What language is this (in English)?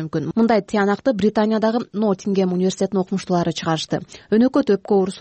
Kyrgyz